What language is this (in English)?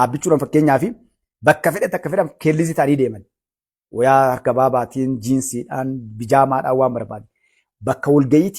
Oromo